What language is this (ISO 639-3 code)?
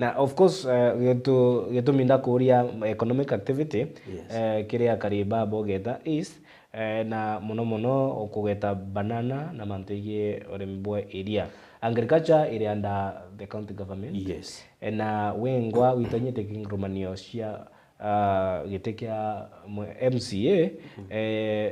mer